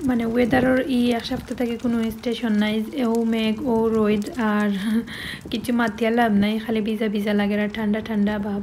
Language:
Sylheti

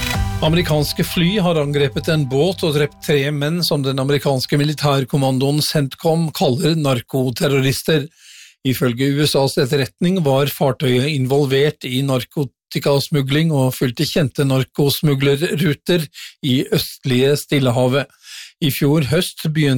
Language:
Norwegian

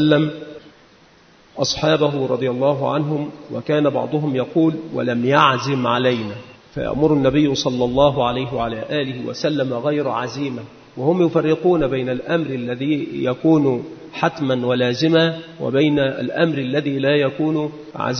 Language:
Arabic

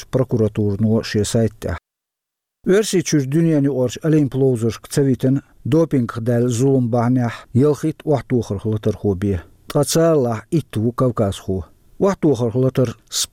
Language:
Chechen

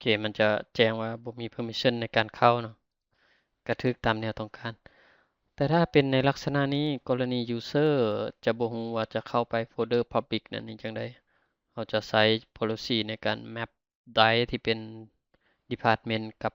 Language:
Lao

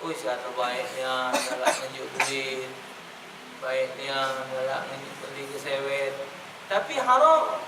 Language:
Musi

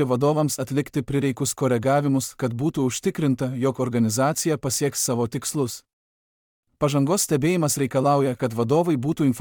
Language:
Lithuanian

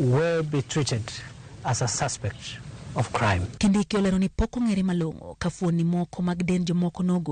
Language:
Luo (Kenya and Tanzania)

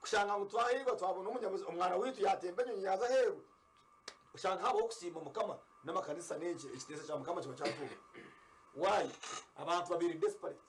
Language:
Nyankole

